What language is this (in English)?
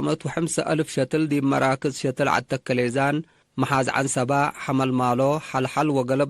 Tigre